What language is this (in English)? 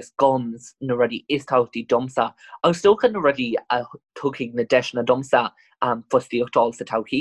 Irish